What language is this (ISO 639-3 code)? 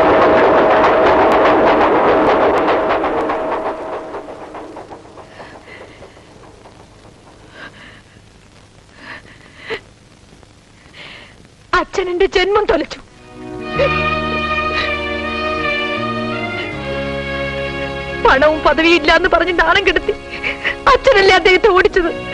mal